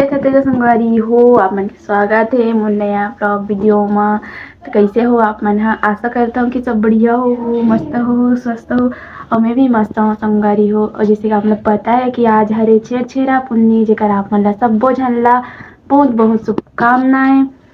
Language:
Chhattisgarhi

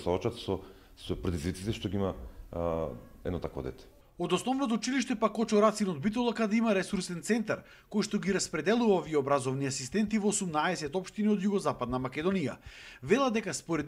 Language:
Macedonian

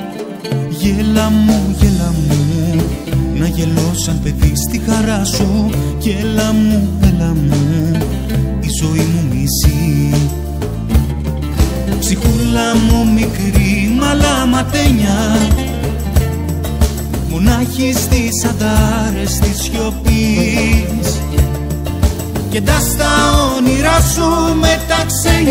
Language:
Greek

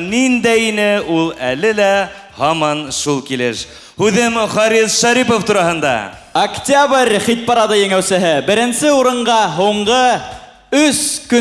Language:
Bashkir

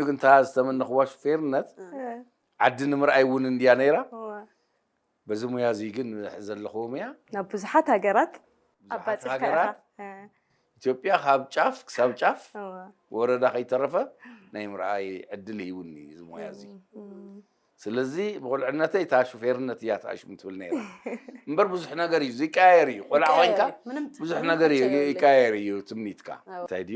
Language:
Tigrinya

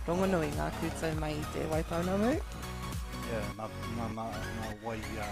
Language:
Māori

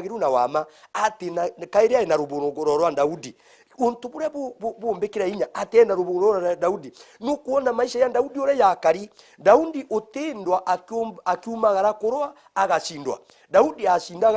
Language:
Meru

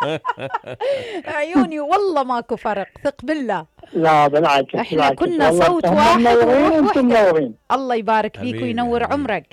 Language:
Mesopotamian Arabic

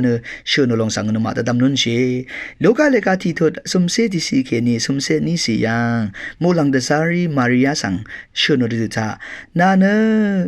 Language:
Rawang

